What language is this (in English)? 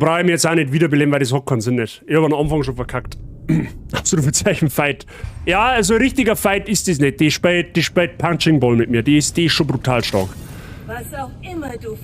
Bavarian